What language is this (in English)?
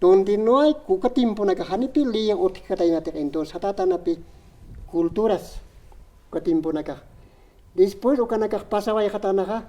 Aymara